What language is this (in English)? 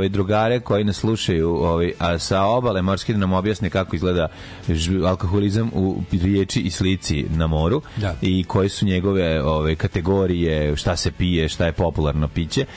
Serbian